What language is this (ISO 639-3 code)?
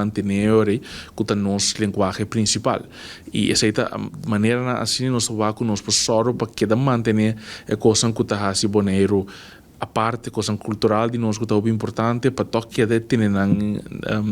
pap